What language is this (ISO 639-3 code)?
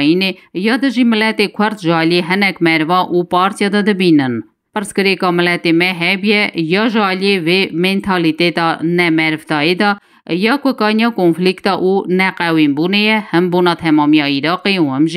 kur